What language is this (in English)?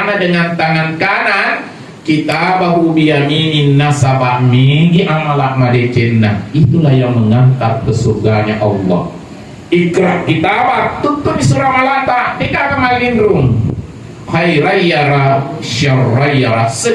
Buginese